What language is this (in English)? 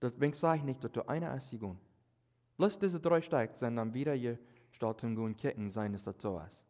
Plautdietsch